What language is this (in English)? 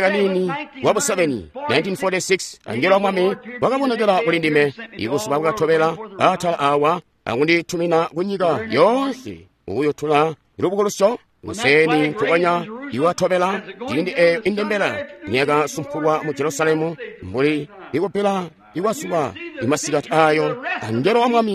Tonga (Zambia)